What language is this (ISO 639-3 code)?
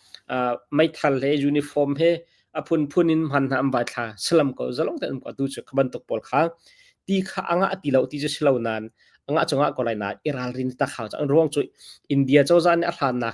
cnh